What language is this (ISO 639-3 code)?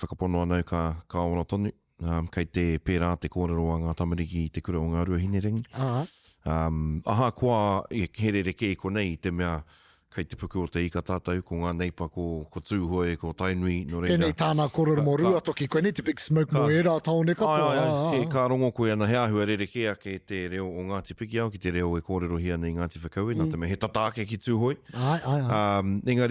mri